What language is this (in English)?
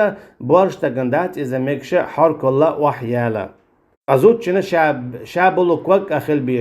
Chechen